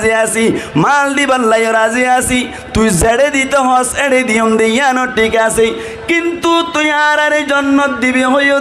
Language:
Rohingya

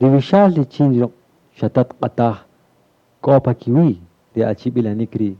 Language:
Kaqchikel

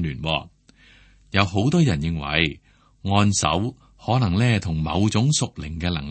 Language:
Cantonese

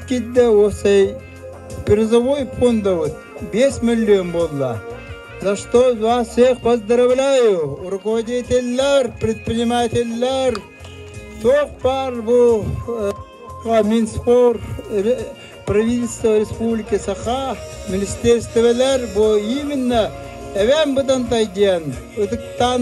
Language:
Yakut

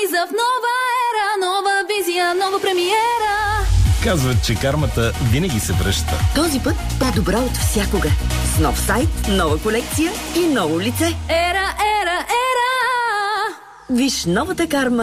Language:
Bulgarian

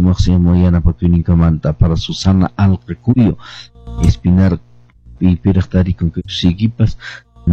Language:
Quechua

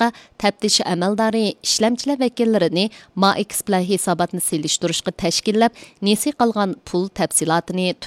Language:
Uyghur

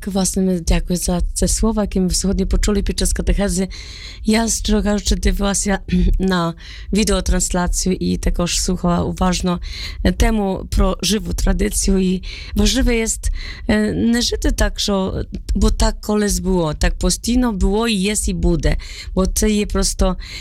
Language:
Ukrainian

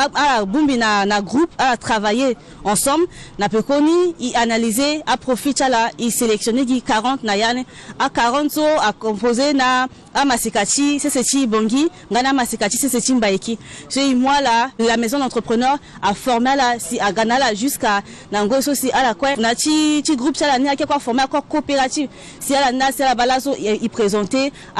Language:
Sango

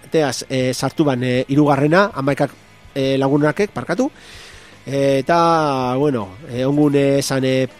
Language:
Basque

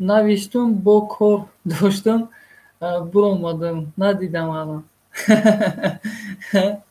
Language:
Tajik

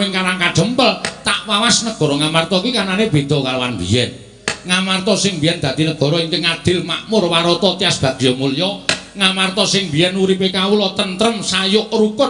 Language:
Javanese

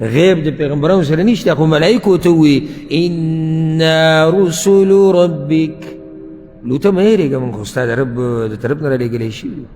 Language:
Pashto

